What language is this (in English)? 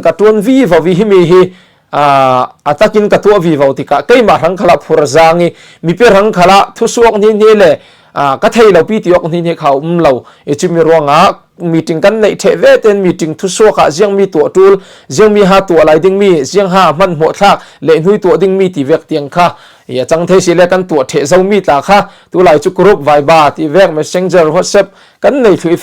Falam Chin